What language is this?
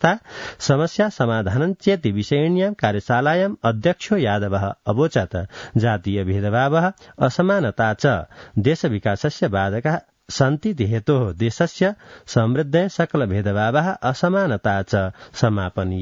Sanskrit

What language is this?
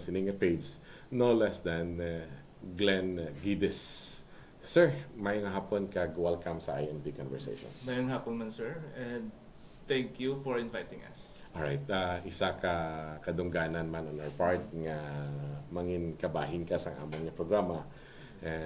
Hiligaynon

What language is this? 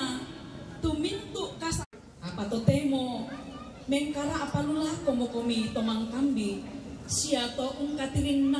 Toraja-Sa'dan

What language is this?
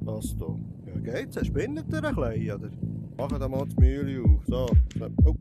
Swiss German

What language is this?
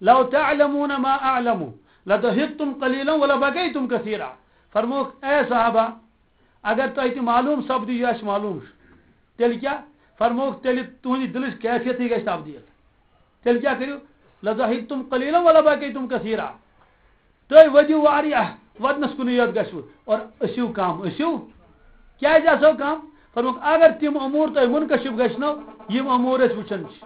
Kashmiri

